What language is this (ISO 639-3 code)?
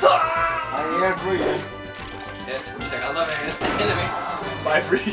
fao